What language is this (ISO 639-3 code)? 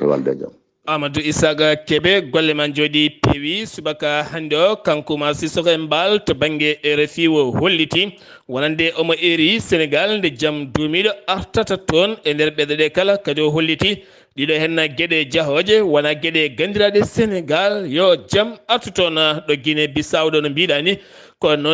ful